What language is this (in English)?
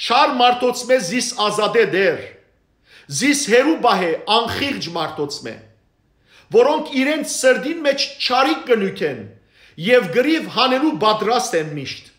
Western Armenian